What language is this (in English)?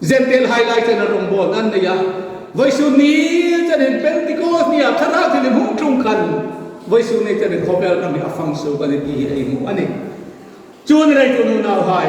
Hmar